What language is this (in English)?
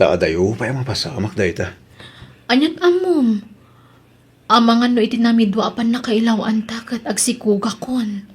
Iloko